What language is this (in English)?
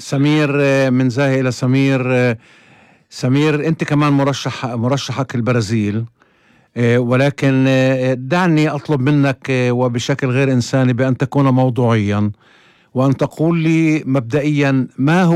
North Levantine Arabic